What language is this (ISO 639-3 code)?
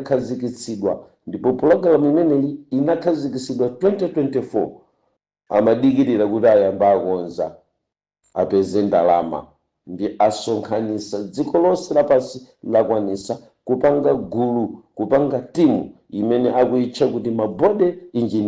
nya